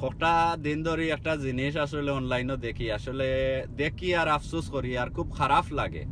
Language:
Sylheti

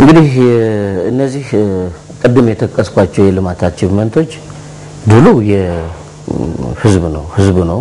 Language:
Amharic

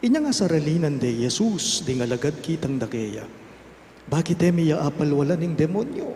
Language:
Pampanga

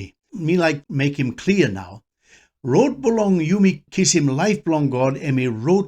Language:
Tok Pisin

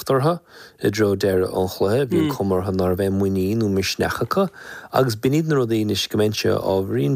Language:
Irish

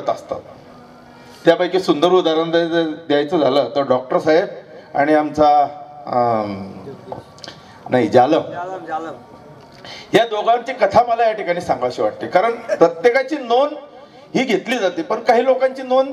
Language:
Marathi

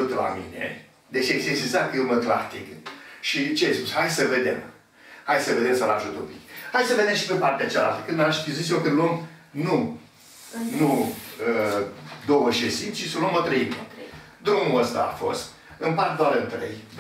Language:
Romanian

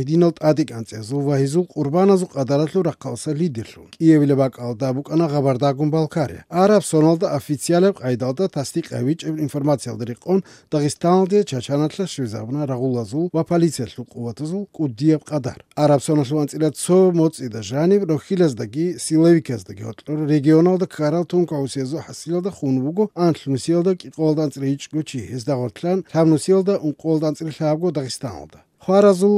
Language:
Avaric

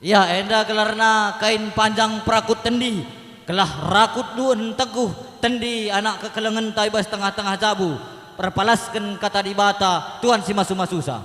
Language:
Batak Karo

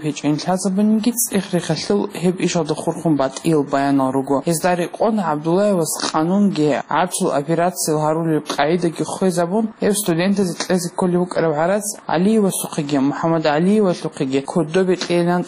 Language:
Avaric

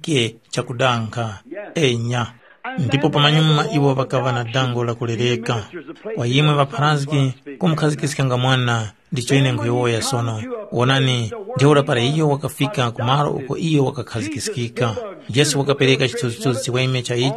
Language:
Tumbuka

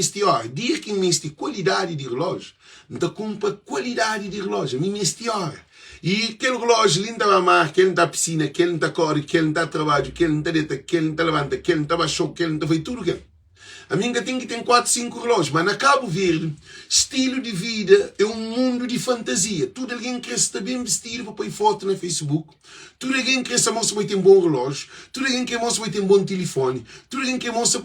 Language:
Kabuverdianu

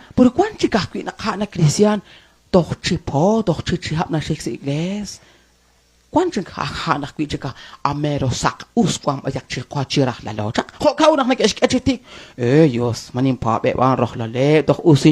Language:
Kekchí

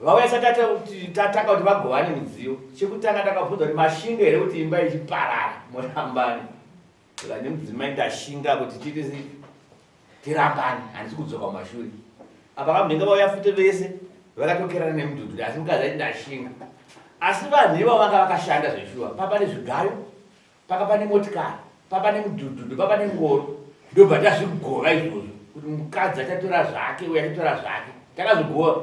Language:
Shona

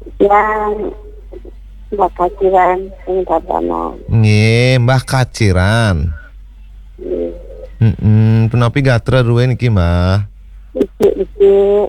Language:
Balinese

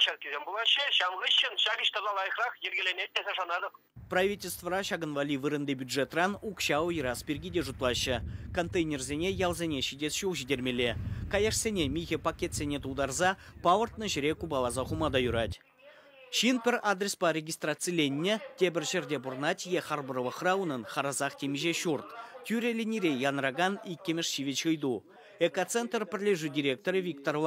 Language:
Chuvash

